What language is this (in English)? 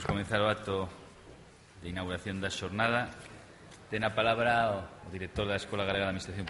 Galician